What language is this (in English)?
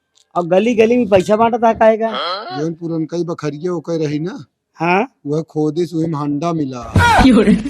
Awadhi